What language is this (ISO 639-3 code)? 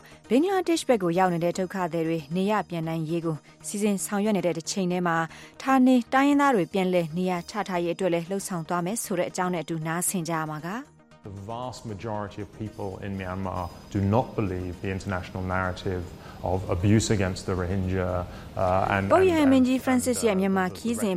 mya